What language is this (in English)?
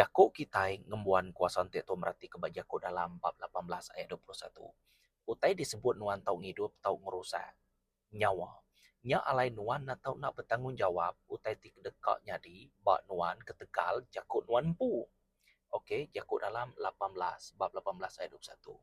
Iban